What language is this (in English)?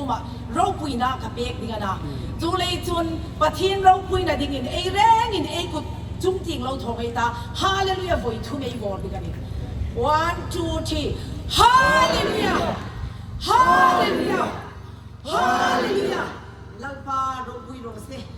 Hmar